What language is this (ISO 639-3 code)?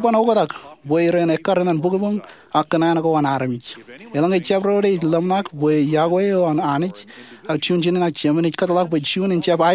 mah